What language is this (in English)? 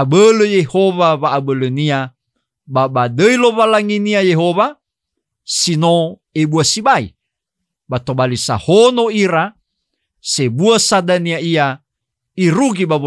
Nias